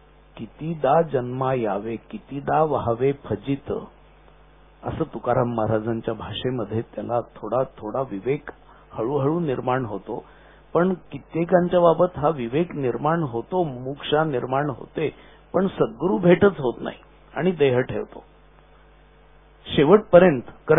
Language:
Marathi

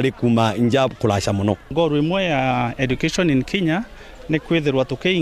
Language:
Meru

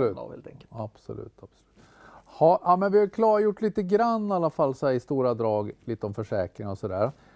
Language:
Swedish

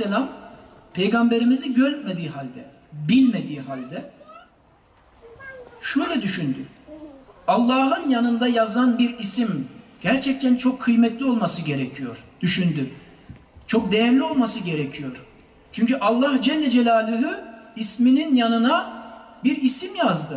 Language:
Turkish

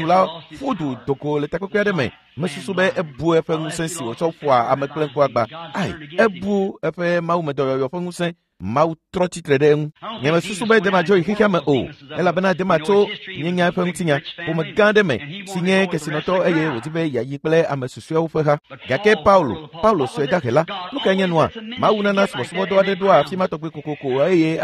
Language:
Ewe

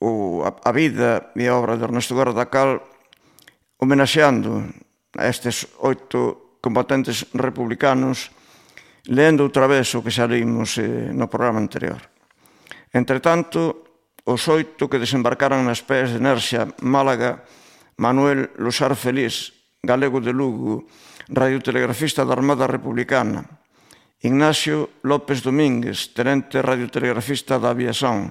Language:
Galician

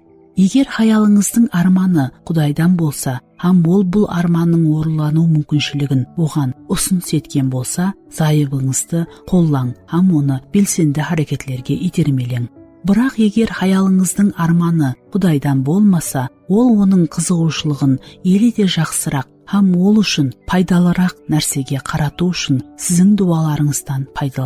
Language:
Kara-Kalpak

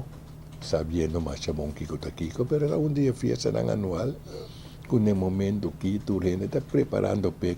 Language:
Papiamento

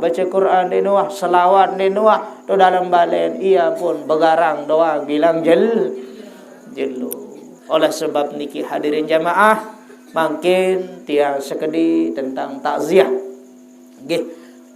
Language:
Sasak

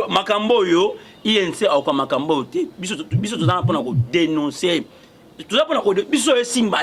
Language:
Lingala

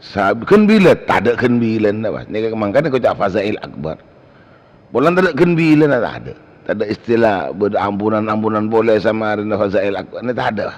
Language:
Madurese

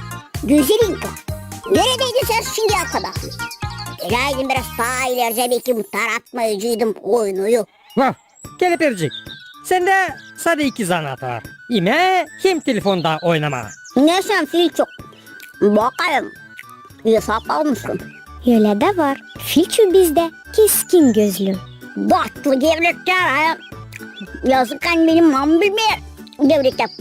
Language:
Gagauz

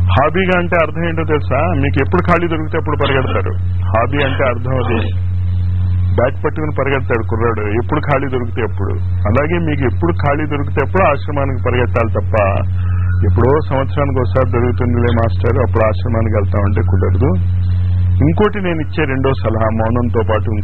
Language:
Telugu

